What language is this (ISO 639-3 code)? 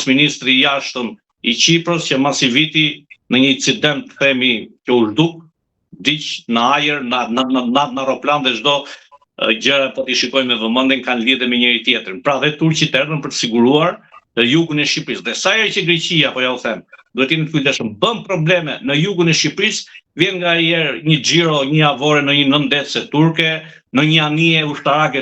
sqi